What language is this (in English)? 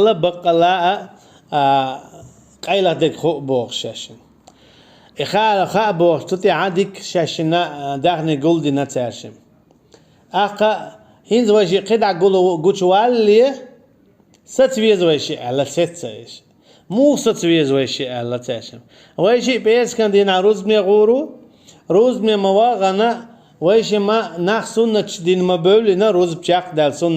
Chechen